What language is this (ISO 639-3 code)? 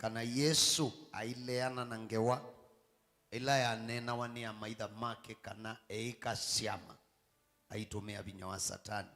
kam